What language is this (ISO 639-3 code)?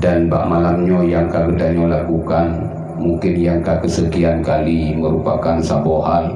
ace